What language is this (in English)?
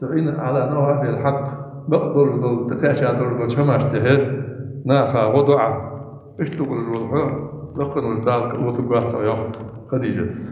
Ingush